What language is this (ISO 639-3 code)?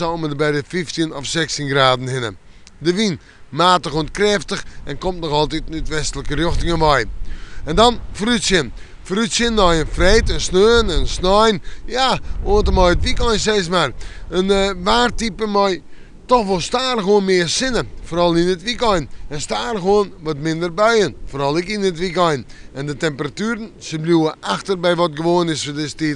fry